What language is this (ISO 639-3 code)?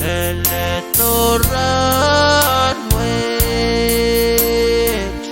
pon